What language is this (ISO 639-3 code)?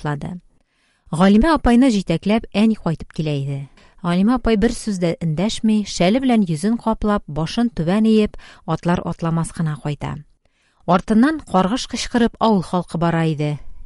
tat